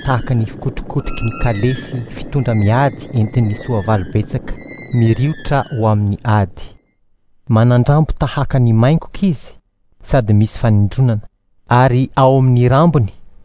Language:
Malagasy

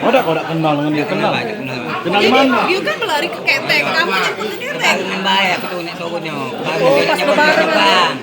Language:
Musi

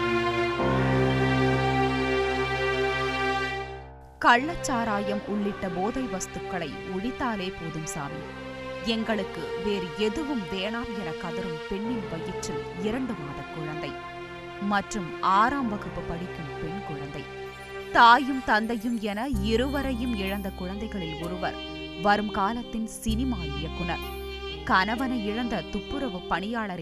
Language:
Tamil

